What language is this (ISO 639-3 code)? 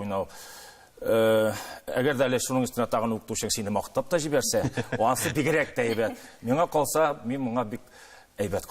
tat